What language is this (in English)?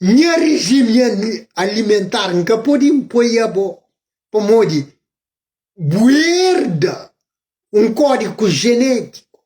Kabuverdianu